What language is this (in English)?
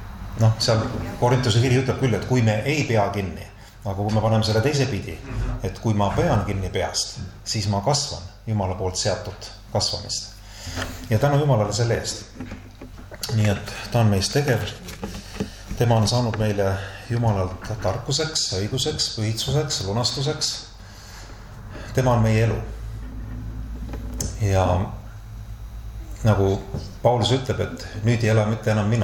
Estonian